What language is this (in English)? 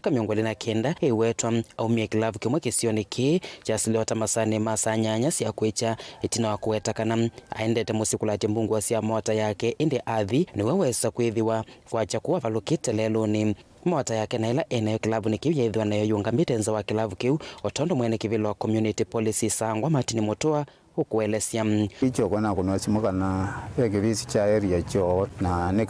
Kamba